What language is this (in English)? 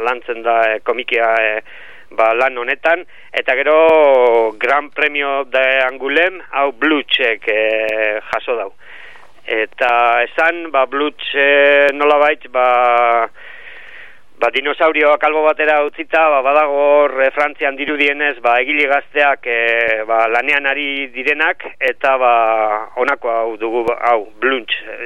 Basque